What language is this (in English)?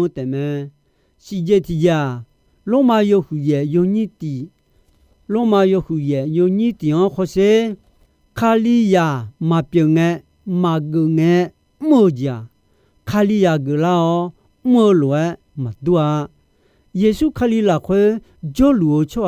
Akha